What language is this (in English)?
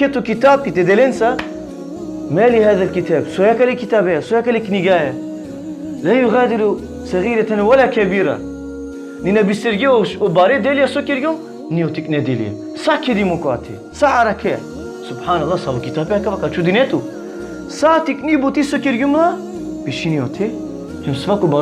Balkan Romani